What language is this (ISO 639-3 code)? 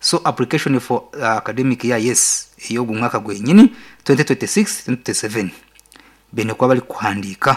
nyn